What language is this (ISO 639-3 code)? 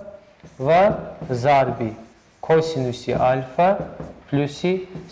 tgk